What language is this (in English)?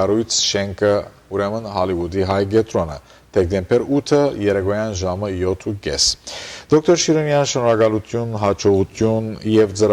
Western Armenian